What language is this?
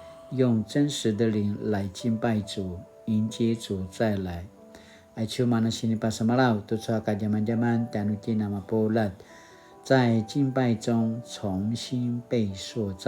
Paiwan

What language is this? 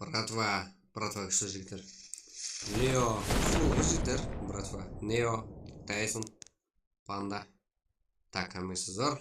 Kara-Kalpak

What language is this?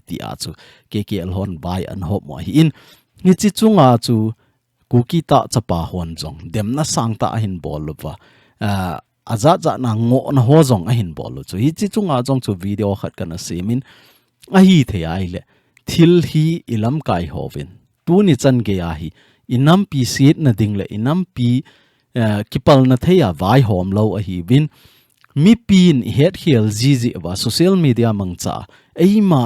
Thado Chin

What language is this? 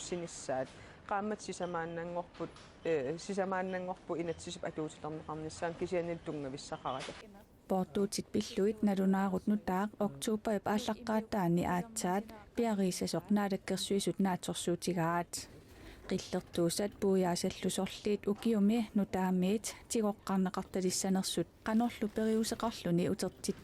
Kalaallisut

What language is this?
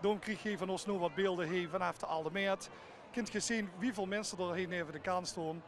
Limburgish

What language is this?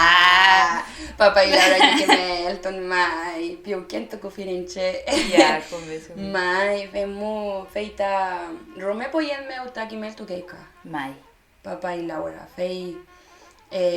Mapuche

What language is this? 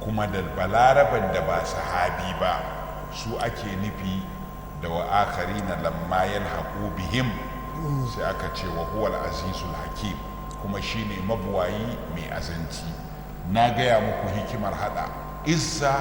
Hausa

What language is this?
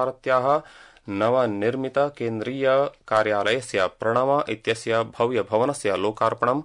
Sanskrit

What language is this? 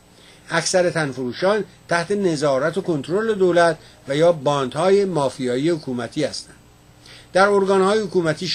Persian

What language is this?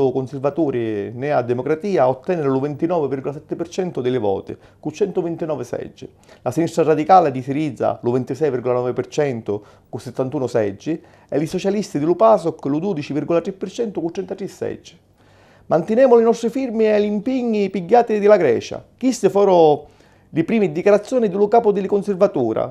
Sicilian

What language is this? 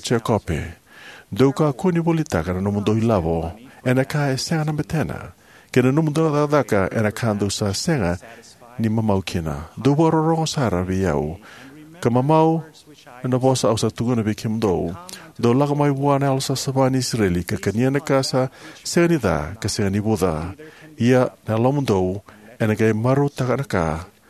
Fijian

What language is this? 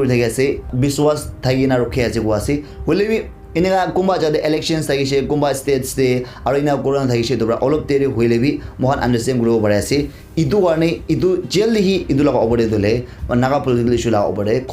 Naga Pidgin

